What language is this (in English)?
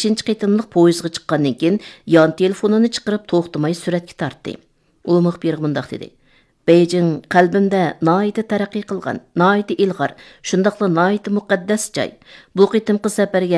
Uyghur